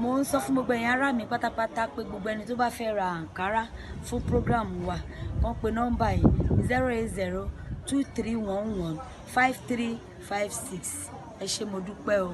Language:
Yoruba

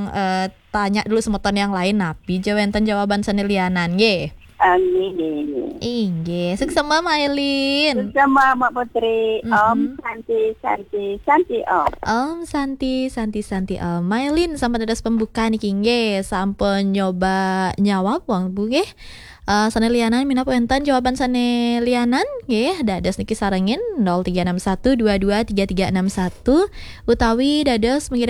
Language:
Balinese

